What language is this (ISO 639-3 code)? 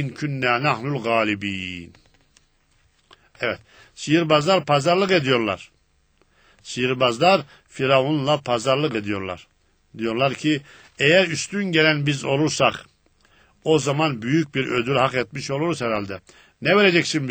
tur